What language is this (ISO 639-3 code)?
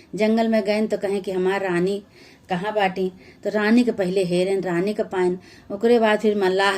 awa